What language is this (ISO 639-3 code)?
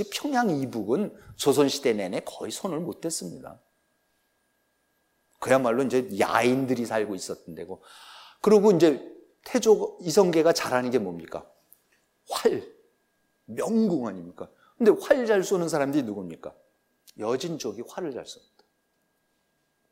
kor